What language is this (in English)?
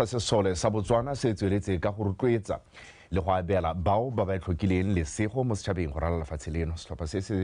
Tswana